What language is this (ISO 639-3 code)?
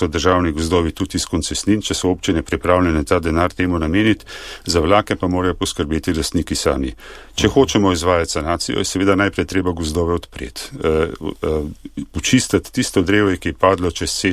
slv